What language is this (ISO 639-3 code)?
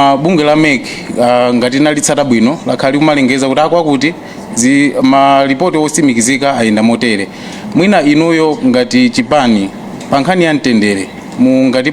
nya